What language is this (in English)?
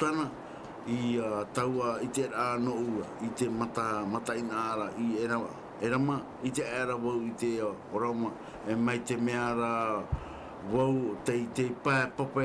Tahitian